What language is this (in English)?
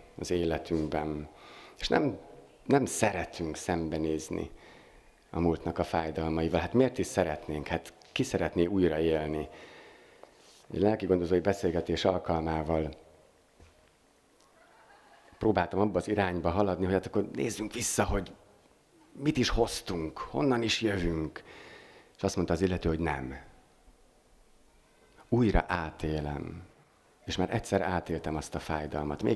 Hungarian